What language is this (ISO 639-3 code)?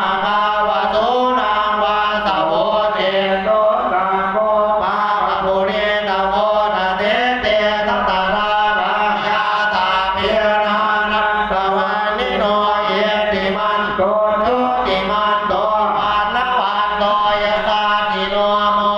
pli